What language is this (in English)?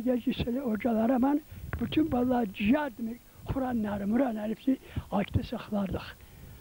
Crimean Tatar